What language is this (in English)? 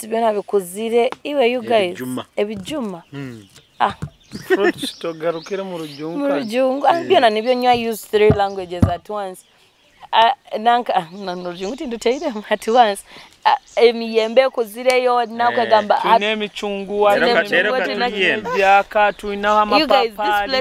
Nyoro